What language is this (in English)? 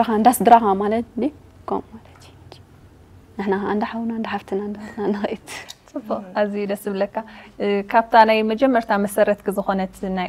Tigrinya